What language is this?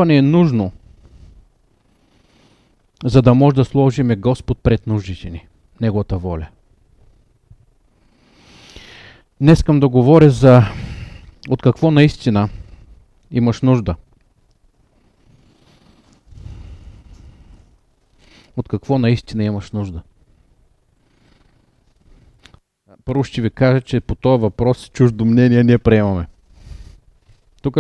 Bulgarian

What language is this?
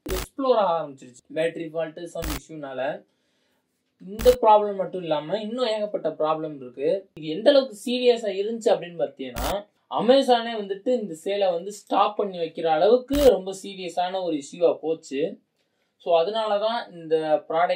Tamil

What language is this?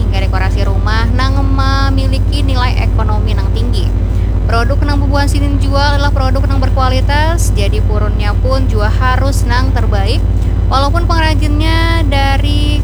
Banjar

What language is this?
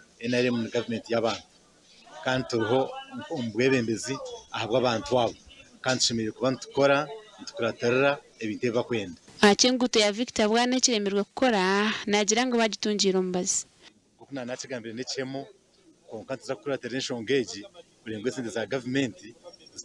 Nyankole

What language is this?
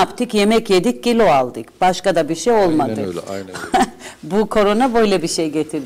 Turkish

